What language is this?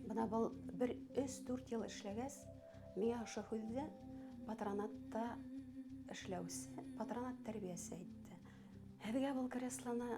Bashkir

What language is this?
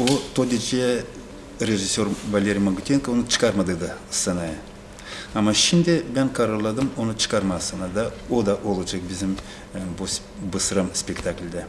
Gagauz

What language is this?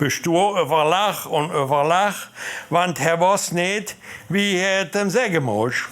Limburgish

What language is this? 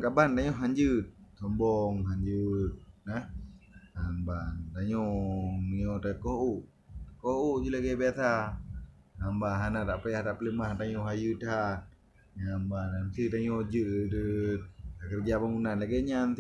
Achinese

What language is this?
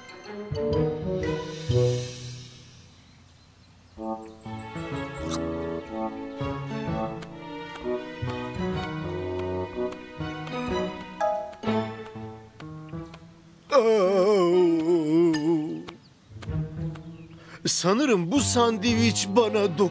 Turkish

